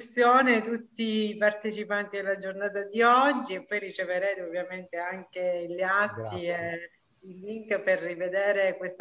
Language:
Italian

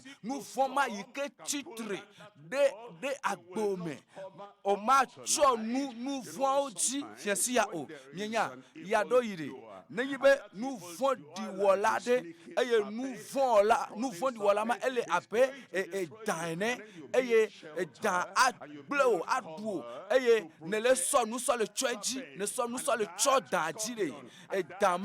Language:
Ewe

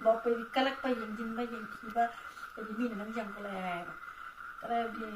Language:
Manipuri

